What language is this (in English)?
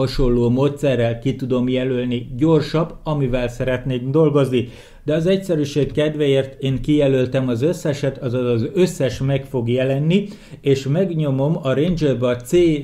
Hungarian